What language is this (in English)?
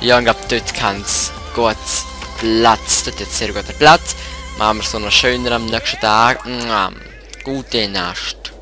Swiss German